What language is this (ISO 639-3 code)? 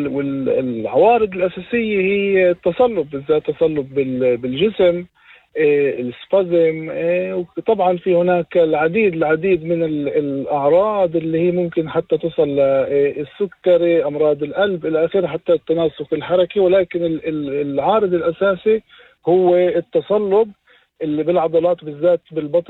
apc